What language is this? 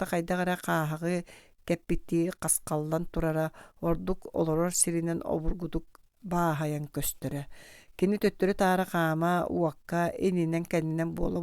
Yakut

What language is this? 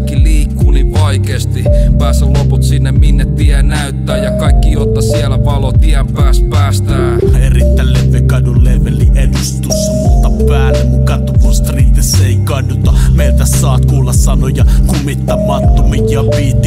Finnish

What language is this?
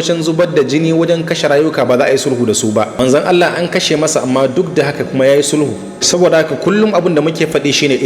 Hausa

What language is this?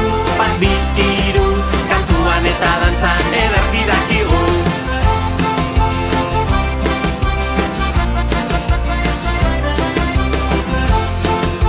Basque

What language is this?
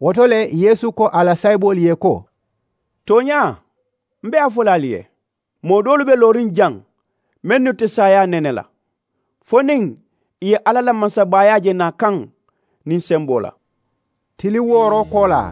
Mandingo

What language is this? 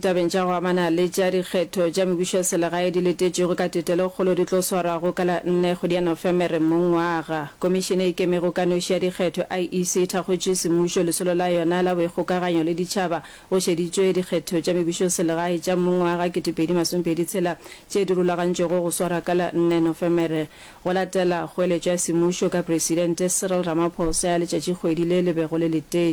Northern Sotho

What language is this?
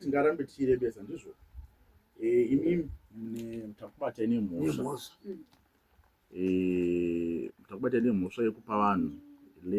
Shona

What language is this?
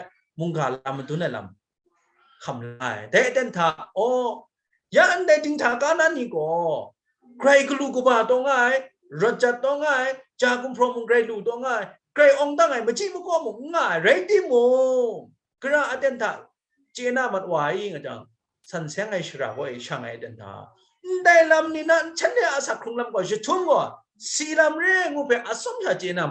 Kachin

